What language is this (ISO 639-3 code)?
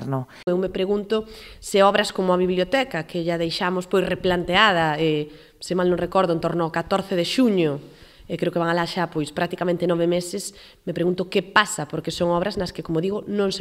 glg